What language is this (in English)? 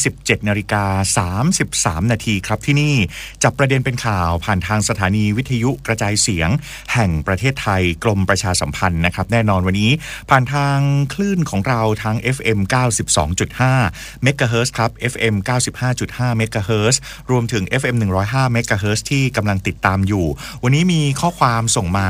Thai